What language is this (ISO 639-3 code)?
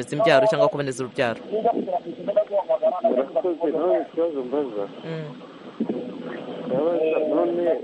kin